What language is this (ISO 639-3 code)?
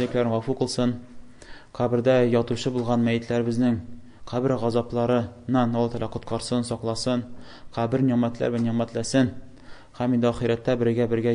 tat